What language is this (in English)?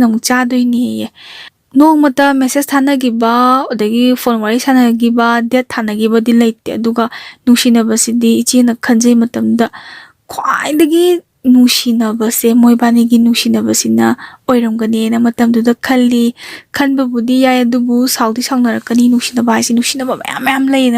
Manipuri